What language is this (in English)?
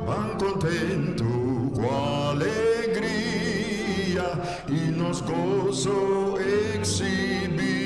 Papiamento